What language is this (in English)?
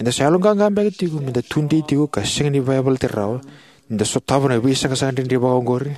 Fijian